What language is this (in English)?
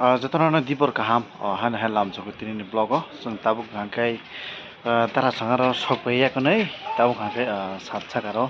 Kok Borok